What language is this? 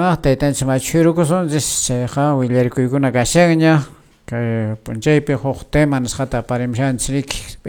Quechua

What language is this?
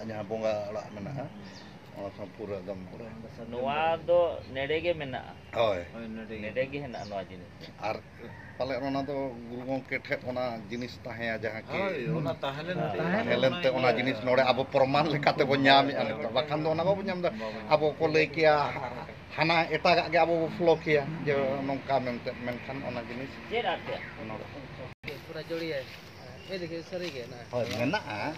Santali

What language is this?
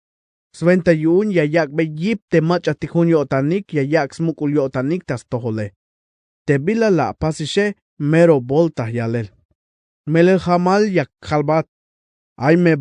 Tzeltal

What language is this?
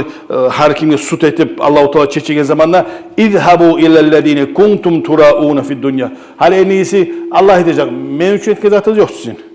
Kumyk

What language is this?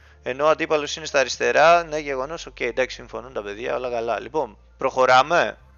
Greek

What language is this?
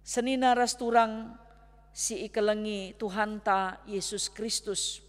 Batak Karo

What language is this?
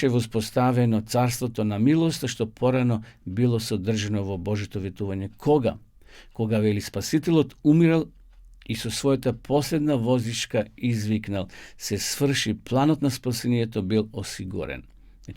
Macedonian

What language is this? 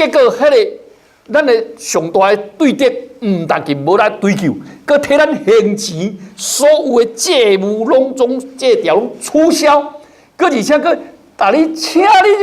Min Nan Chinese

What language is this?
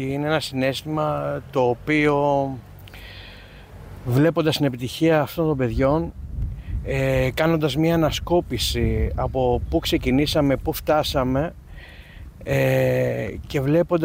Greek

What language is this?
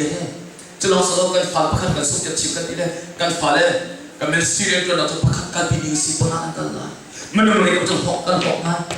Hakha Chin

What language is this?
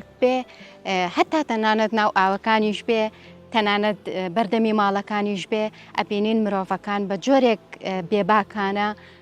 Central Kurdish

